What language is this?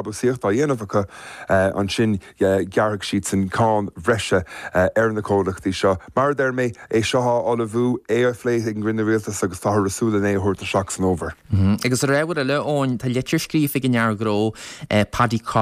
Irish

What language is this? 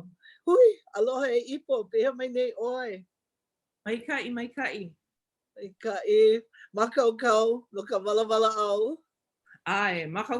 Hawaiian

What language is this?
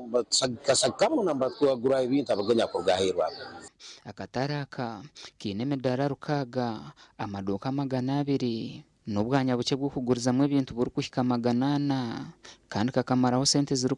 Nyankole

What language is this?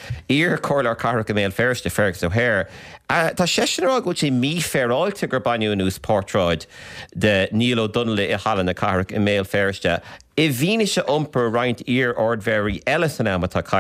Irish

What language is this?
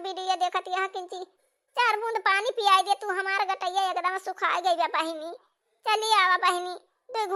Awadhi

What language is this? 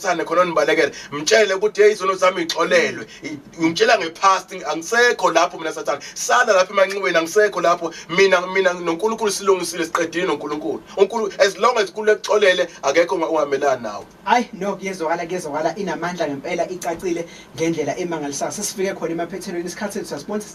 Zulu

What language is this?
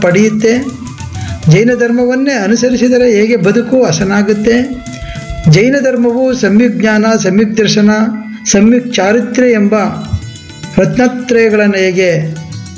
Kannada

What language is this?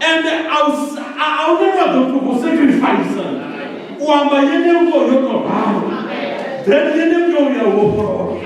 Venda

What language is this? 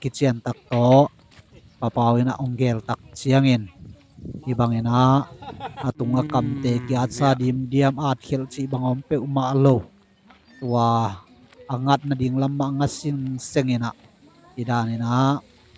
Tedim Chin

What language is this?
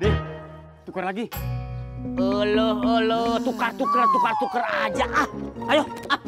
Betawi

